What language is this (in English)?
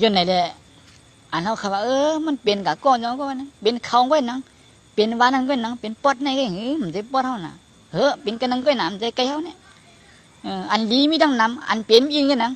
Shan